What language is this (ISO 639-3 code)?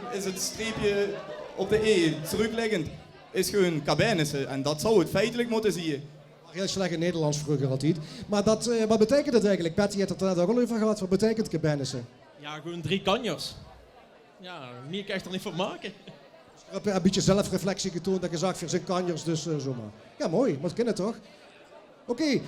lim